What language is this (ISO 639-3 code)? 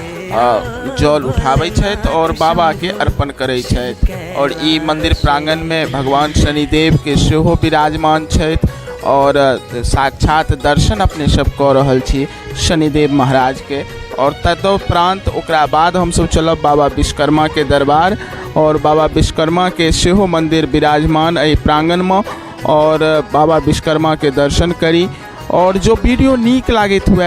mai